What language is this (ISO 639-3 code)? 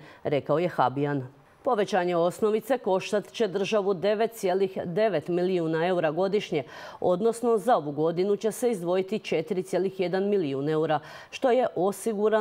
hrv